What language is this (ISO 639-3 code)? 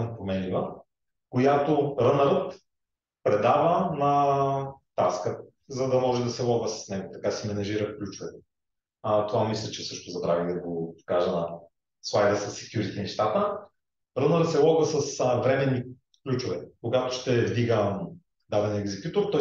bul